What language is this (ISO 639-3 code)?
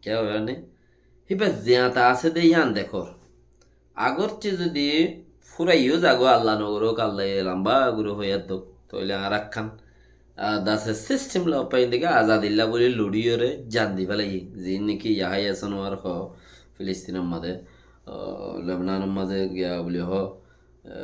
rhg